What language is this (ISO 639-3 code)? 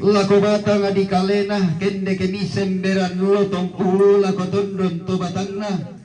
sda